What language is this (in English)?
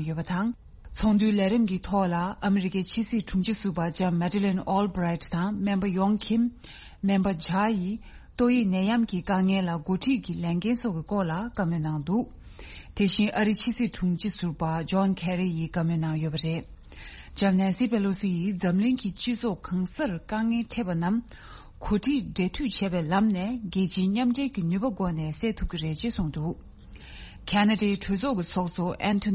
Tibetan